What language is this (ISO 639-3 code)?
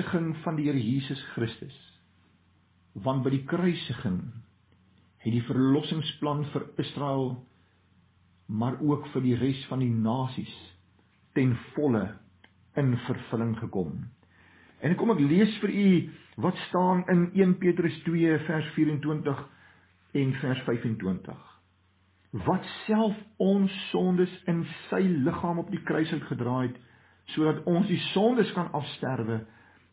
afr